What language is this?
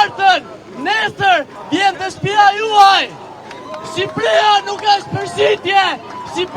Albanian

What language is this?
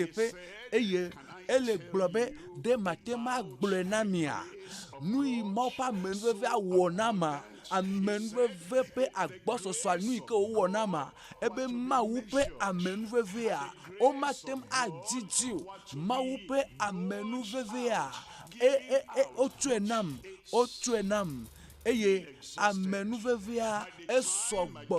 Ewe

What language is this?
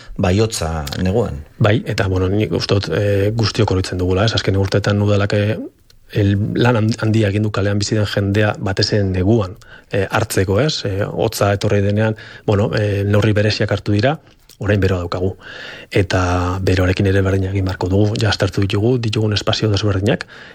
Basque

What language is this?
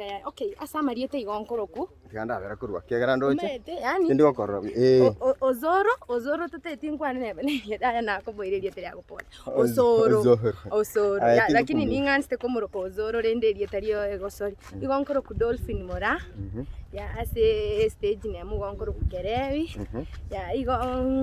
Gusii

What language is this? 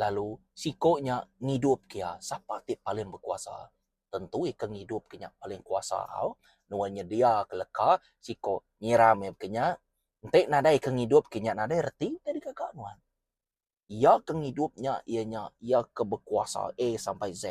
Iban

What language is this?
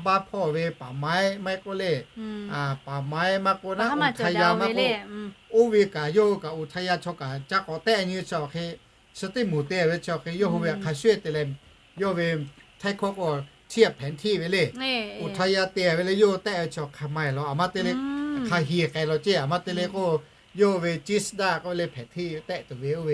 Lahu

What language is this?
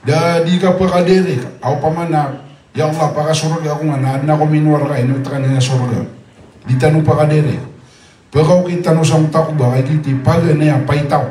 Maranao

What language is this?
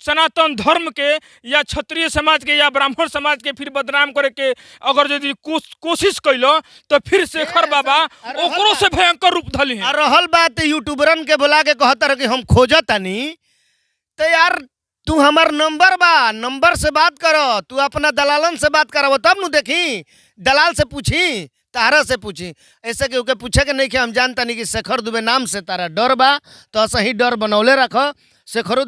Bhojpuri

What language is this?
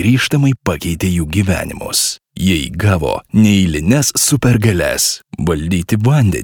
Lithuanian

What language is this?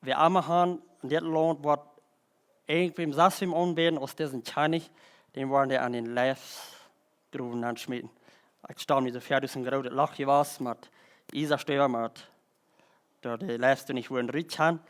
Plautdietsch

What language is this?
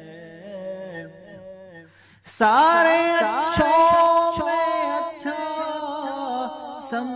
Urdu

